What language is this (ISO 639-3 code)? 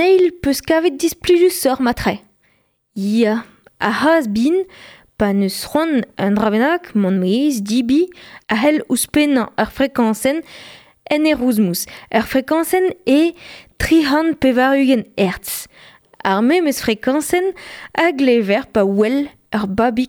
bre